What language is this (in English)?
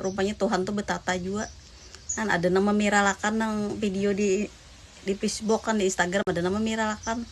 Banjar